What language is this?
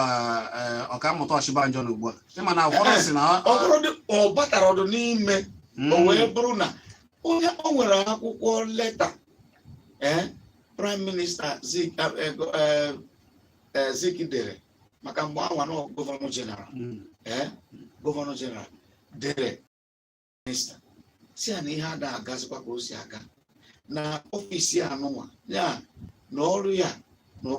Igbo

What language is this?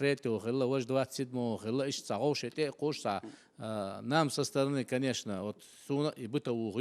Chechen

